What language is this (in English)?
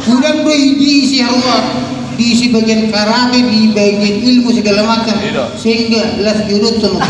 Batak Toba